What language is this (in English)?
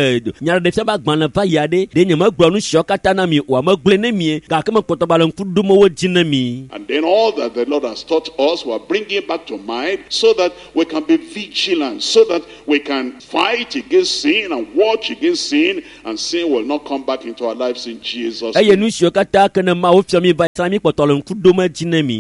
Ewe